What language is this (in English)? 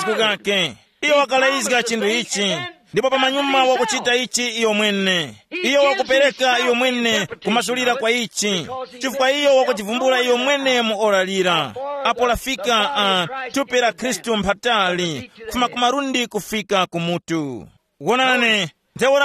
Tumbuka